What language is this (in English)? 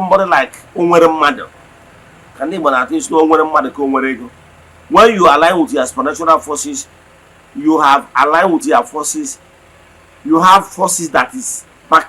Igbo